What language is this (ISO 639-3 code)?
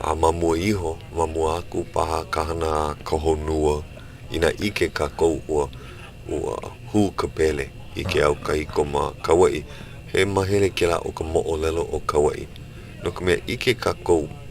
haw